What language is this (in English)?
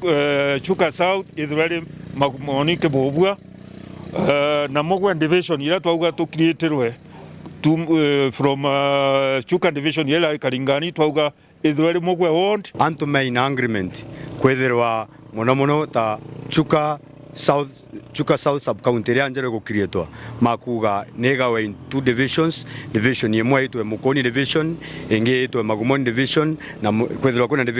Meru